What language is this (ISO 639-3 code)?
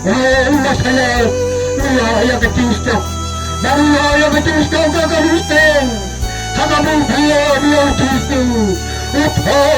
kha